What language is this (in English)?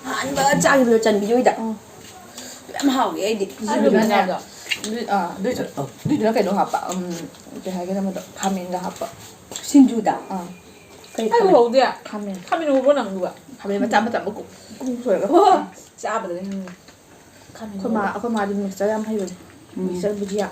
Manipuri